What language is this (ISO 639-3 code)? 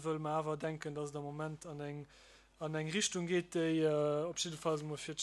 ltz